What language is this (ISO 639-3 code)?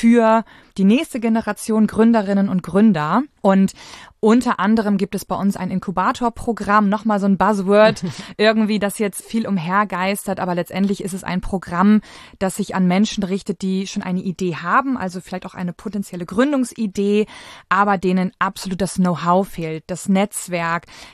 deu